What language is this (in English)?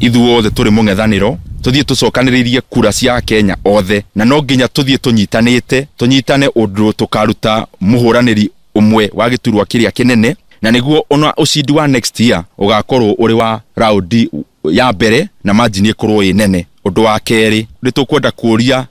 Kikuyu